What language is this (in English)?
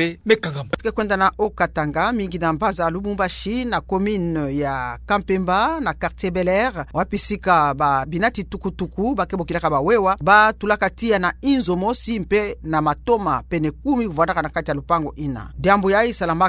Kituba (Democratic Republic of Congo)